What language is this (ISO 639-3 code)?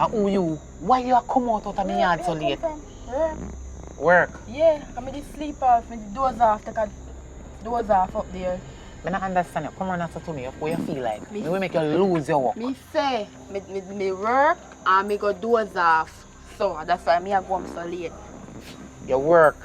jam